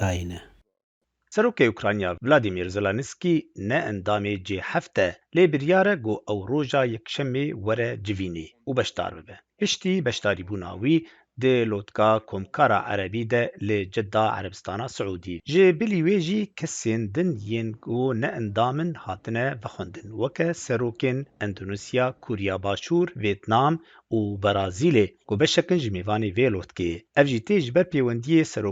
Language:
Kurdish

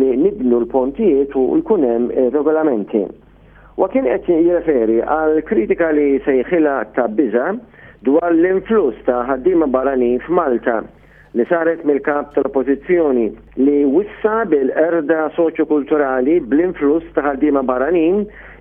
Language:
Maltese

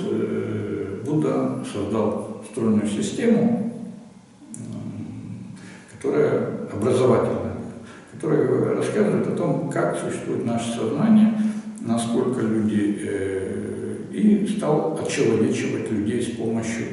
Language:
Russian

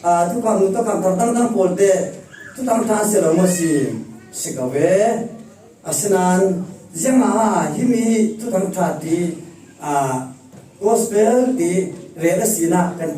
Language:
Falam Chin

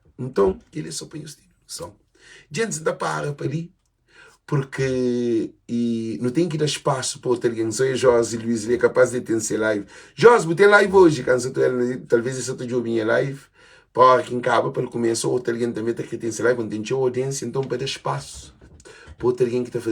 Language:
Kabuverdianu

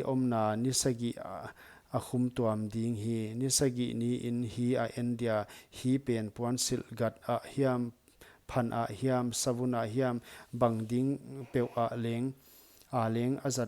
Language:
Paite Chin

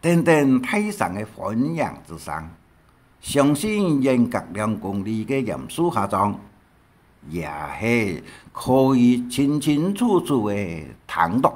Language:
Hakka Chinese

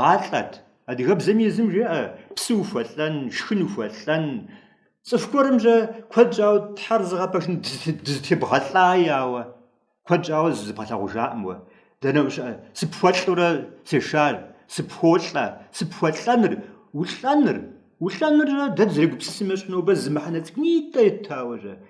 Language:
Kabardian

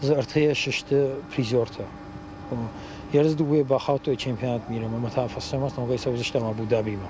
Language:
Ossetic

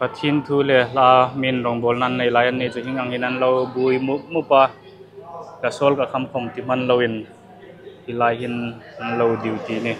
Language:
Hmar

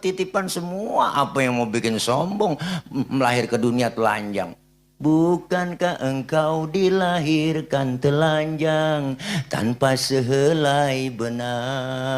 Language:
Betawi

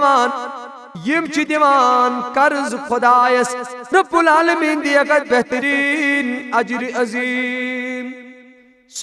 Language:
Kashmiri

